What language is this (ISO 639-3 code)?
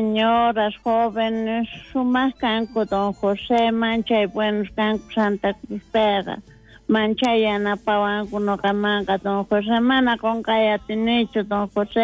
quh